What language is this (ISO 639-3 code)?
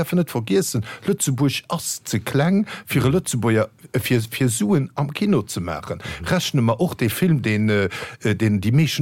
ltz